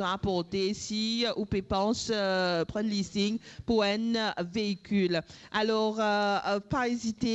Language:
Morisyen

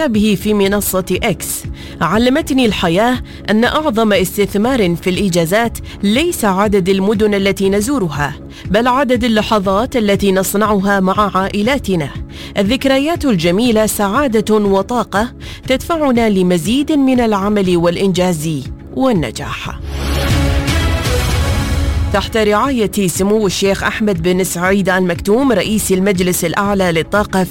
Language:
Arabic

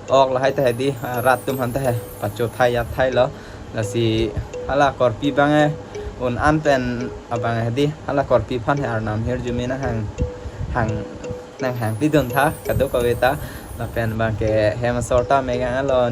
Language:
Karbi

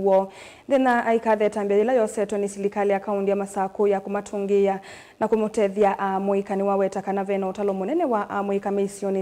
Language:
Kamba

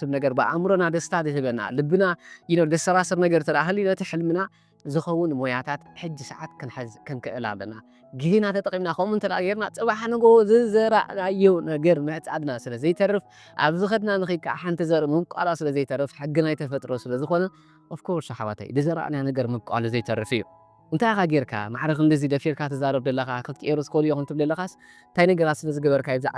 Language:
Tigrinya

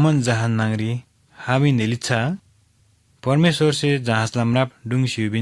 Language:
Eastern Tamang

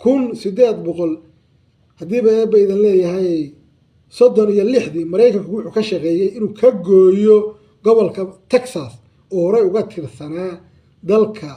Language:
Somali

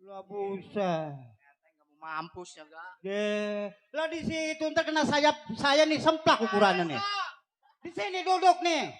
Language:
Betawi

